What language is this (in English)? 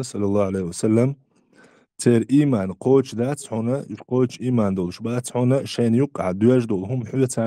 Chechen